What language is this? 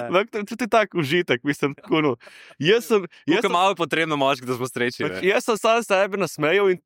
Slovenian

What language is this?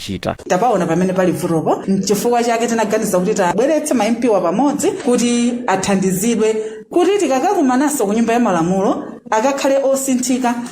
Nyanja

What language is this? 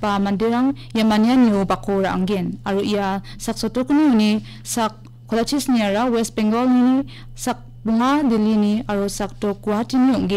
Garo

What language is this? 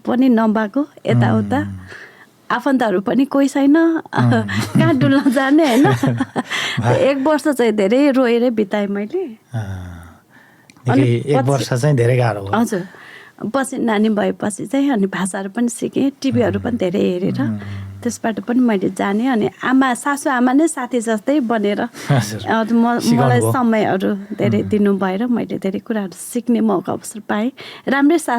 Nepali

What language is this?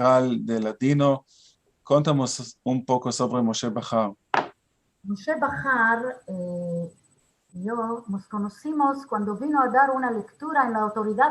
Ladino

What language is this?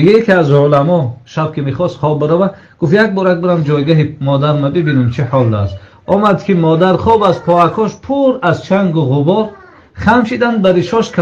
Tajik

